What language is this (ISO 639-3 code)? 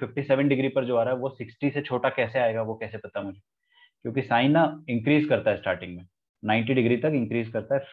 hin